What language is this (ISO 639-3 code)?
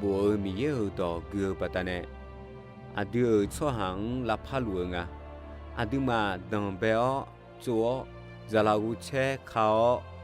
ahk